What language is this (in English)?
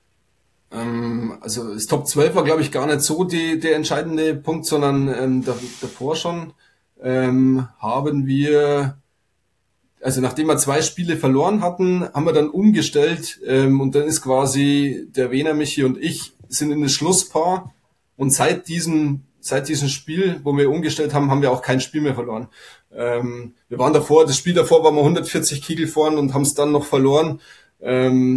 German